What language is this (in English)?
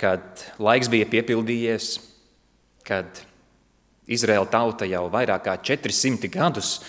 Latvian